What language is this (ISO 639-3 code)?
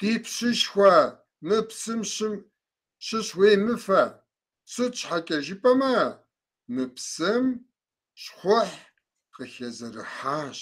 kbd